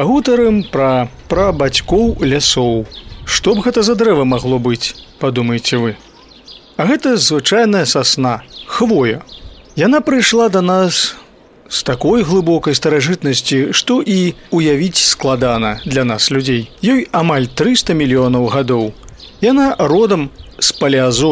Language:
Belarusian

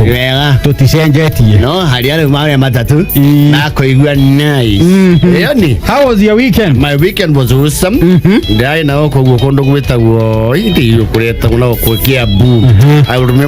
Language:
Kikuyu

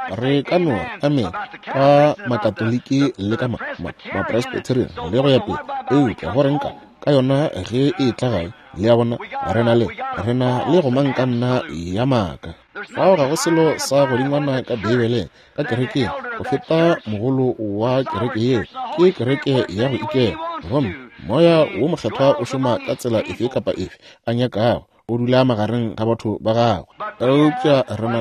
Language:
Northern Sotho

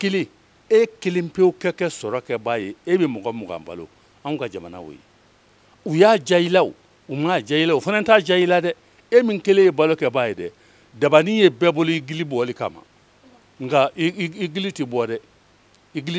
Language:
Bambara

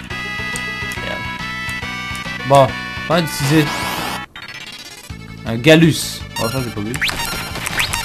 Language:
French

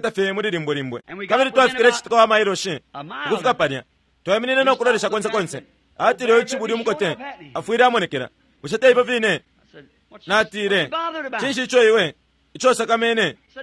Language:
Bemba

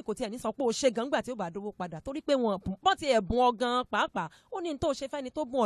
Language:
Yoruba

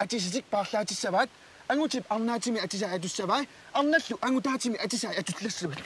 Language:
Kalaallisut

